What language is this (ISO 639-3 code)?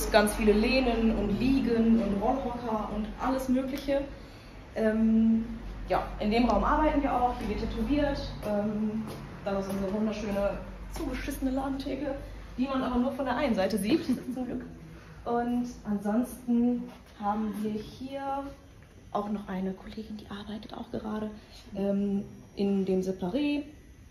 deu